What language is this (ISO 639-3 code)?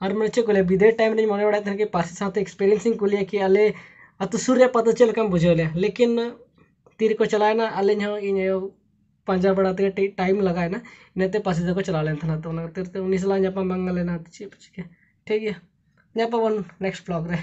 sat